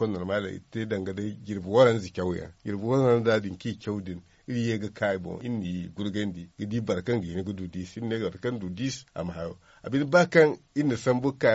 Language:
Zarma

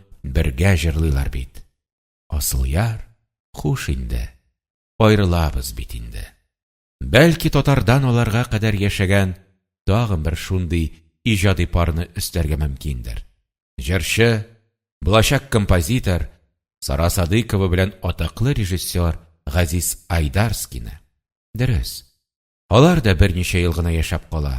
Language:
Tatar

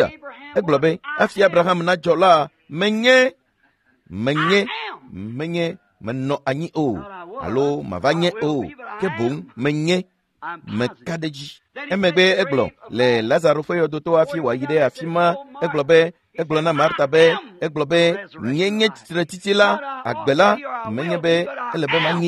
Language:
Ewe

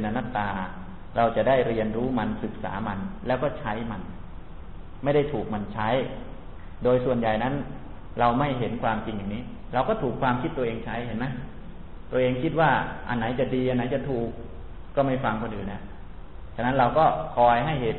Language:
Thai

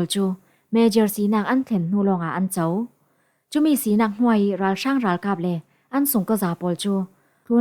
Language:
Falam Chin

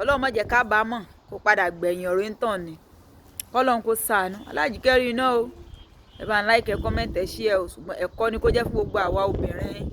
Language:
Yoruba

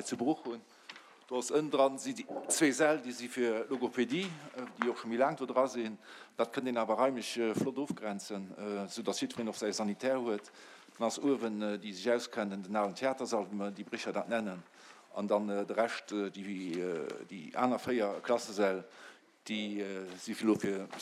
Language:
Luxembourgish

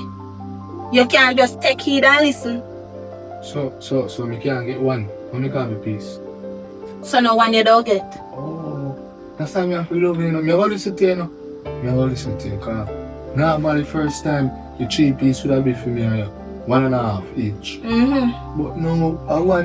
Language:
Jamaican Creole English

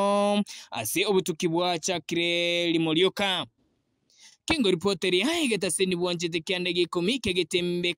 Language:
Gusii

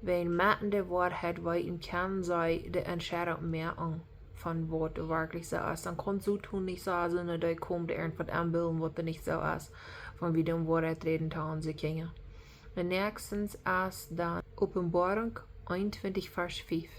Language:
Plautdietsch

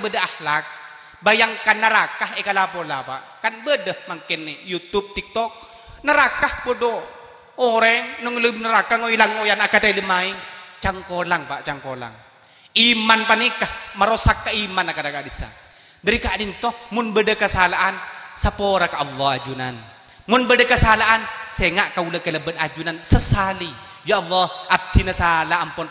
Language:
Madurese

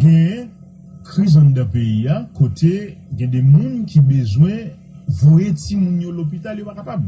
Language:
Haitian Creole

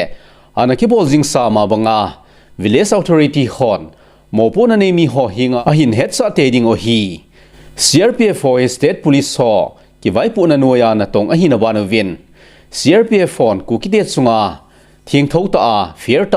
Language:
Thado Chin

